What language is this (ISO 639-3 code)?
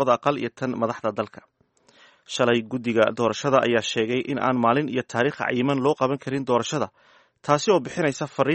som